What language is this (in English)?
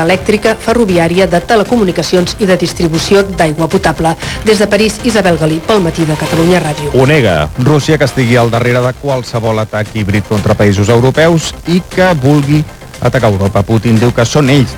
Catalan